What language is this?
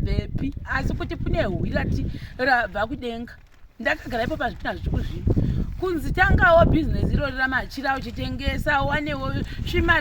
Shona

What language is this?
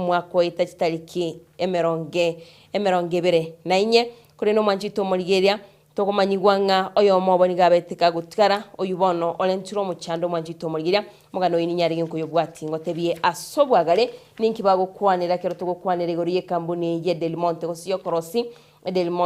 Gusii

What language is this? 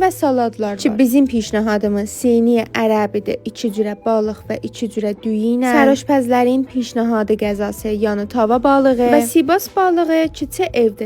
Azerbaijani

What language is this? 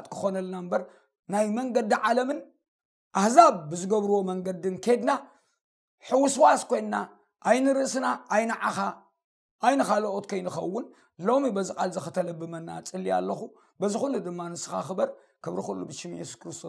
Tigrinya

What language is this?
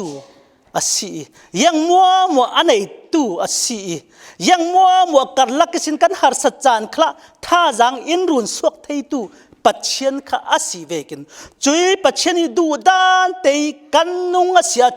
Falam Chin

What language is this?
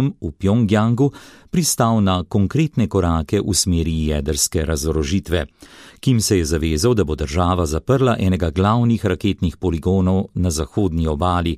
Slovenian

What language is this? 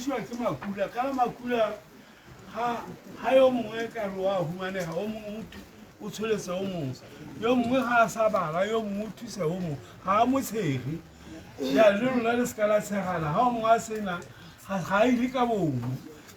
Tswana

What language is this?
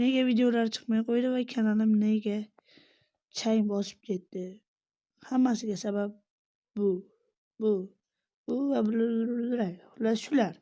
Uzbek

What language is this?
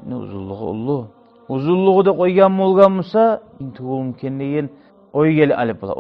Kumyk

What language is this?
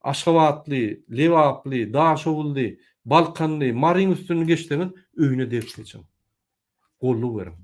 Turkmen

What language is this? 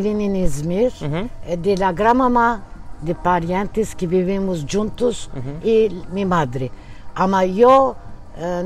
Ladino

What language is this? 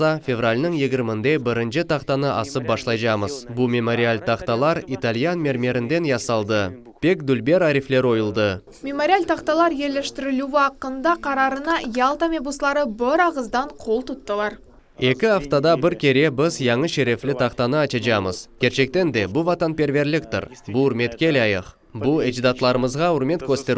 Crimean Tatar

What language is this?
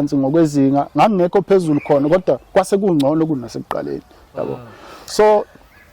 Zulu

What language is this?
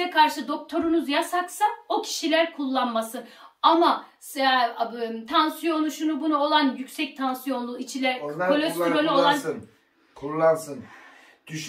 Turkish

